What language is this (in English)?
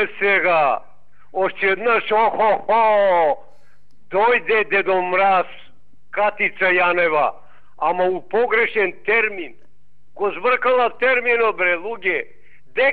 Macedonian